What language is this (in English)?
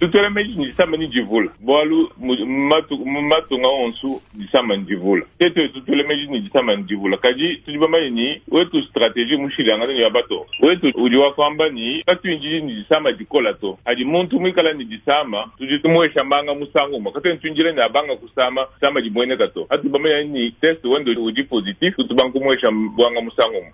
Luba-Lulua